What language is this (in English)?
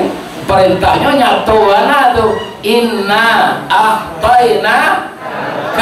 Minangkabau